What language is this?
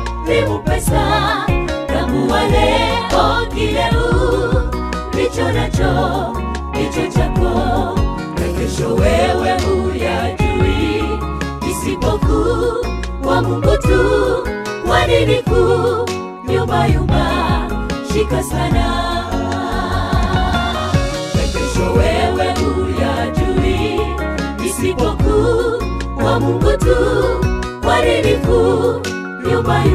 Swahili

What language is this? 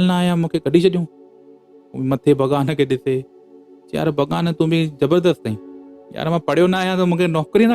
Sindhi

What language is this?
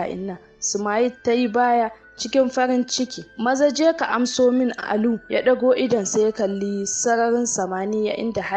Hausa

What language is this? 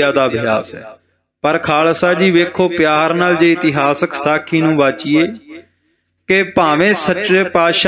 Punjabi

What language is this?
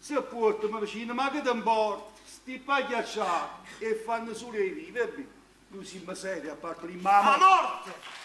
Neapolitan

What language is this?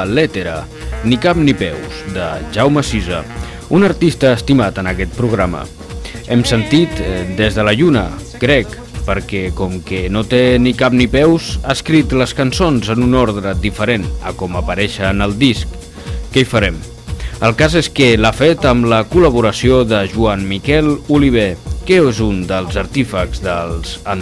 Catalan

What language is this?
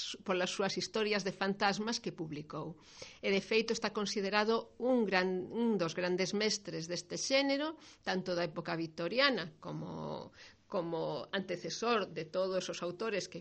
Galician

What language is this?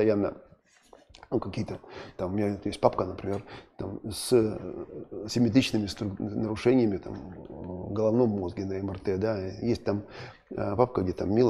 Russian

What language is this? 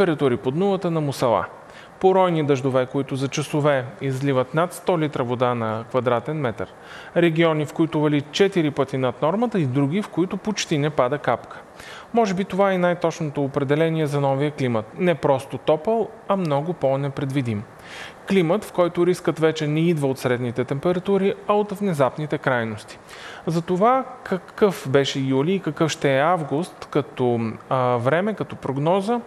Bulgarian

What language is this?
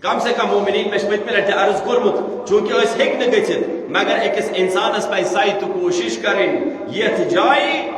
Kashmiri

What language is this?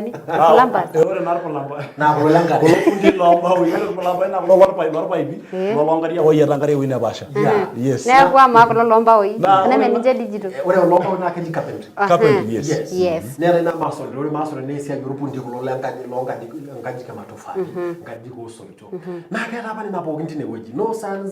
Masai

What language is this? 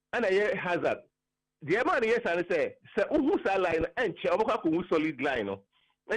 Akan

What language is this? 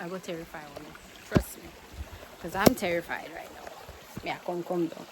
Jamaican Creole English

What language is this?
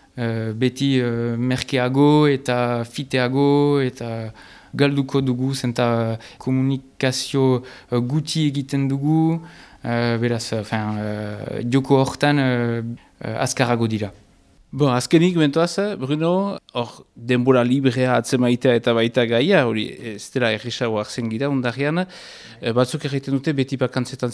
Basque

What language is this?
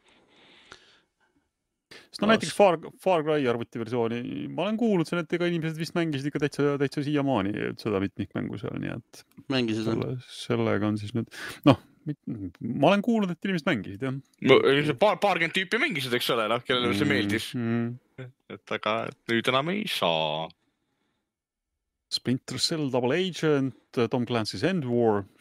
Estonian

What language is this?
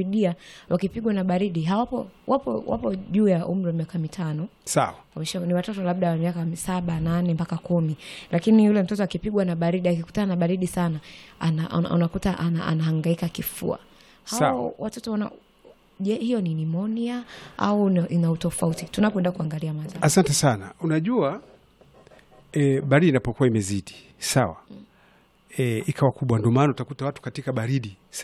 Swahili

